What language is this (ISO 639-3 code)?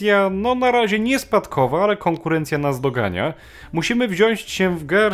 pol